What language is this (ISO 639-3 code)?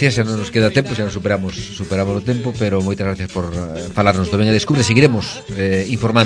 glg